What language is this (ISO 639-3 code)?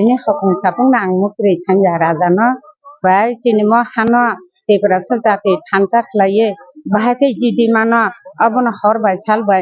trp